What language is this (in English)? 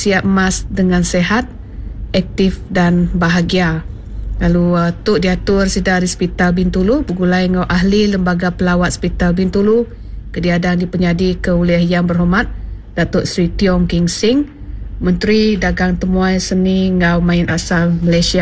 Iban